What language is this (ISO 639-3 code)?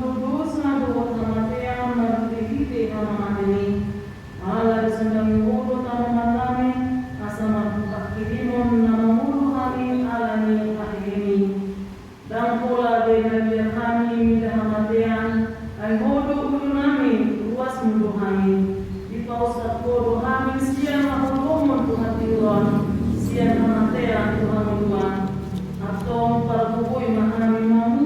bbc